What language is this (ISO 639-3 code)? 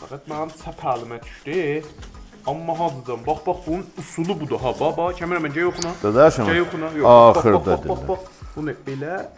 azb